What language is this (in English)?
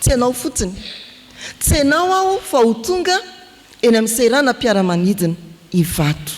Malagasy